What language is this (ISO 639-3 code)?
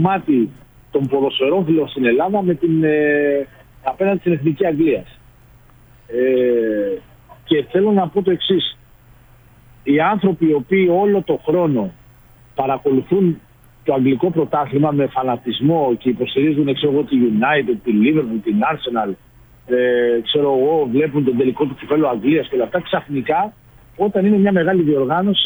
ell